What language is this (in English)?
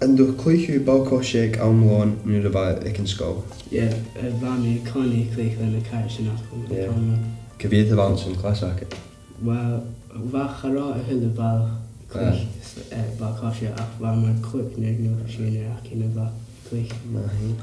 Scottish Gaelic